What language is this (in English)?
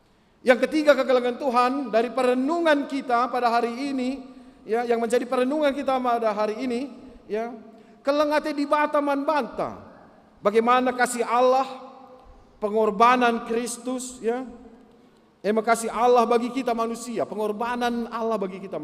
Batak Karo